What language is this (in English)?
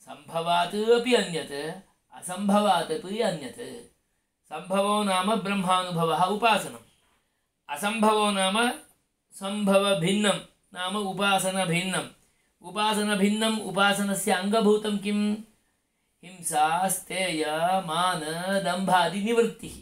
Sanskrit